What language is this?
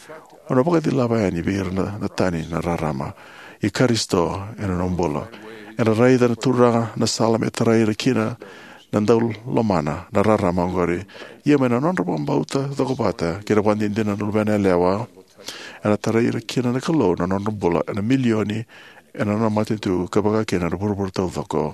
Fijian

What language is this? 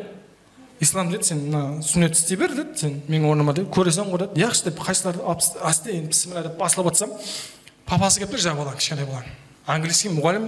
Kara-Kalpak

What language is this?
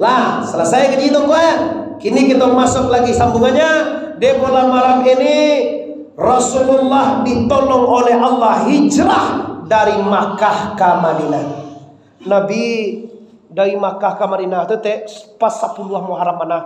Minangkabau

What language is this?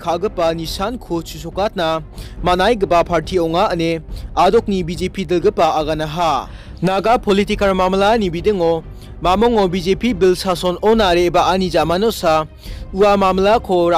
Garo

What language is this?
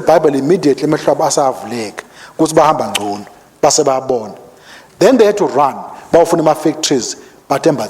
Swati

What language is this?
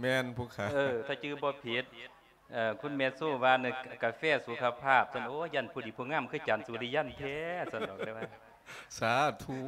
Lao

